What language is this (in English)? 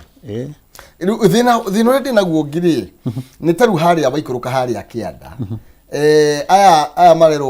Kikuyu